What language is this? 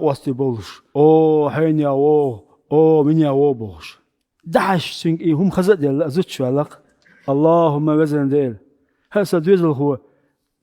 Chechen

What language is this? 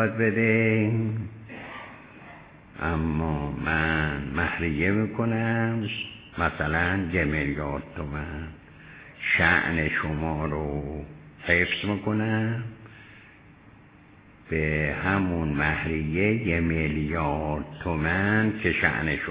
Persian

